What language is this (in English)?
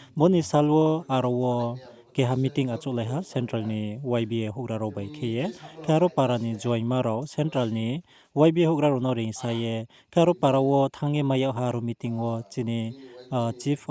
Riang (India)